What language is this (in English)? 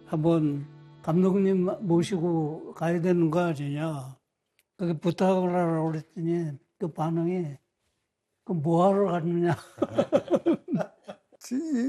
Korean